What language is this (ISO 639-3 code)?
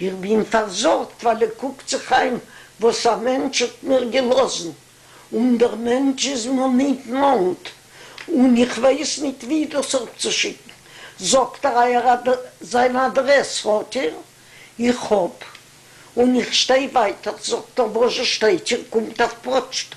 yid